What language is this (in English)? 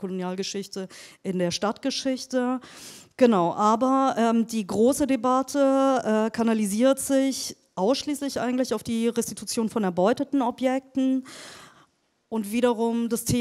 German